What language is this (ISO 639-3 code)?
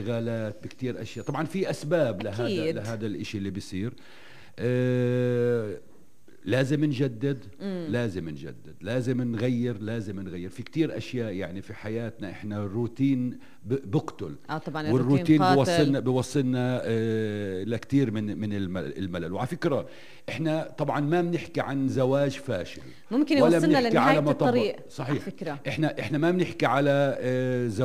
apc